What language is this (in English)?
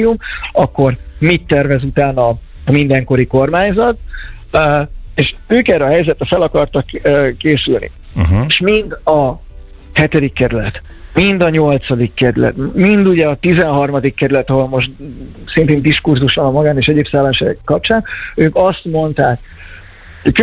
Hungarian